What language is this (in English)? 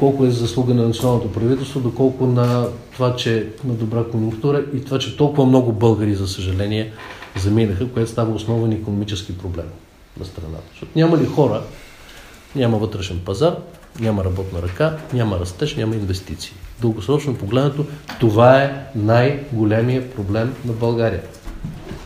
Bulgarian